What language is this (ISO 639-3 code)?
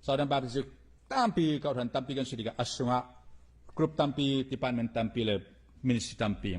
cfm